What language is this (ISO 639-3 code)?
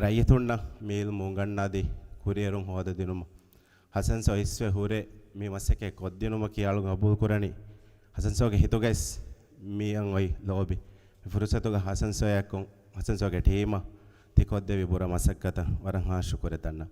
div